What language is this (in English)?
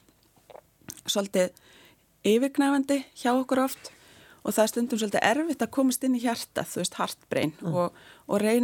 Icelandic